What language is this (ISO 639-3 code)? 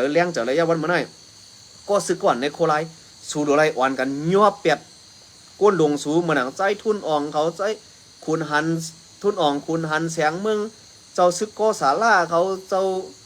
shn